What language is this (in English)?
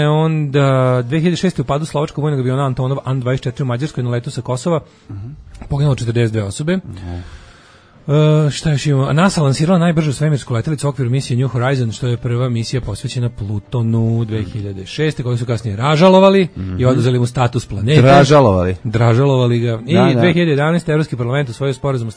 Serbian